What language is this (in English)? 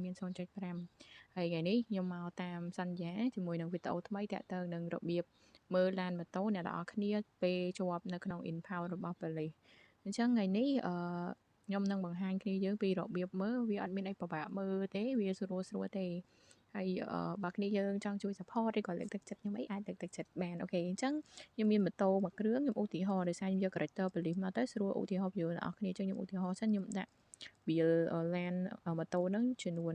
Khmer